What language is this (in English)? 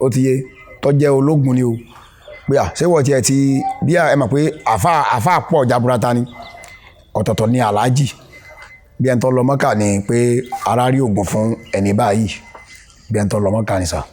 Yoruba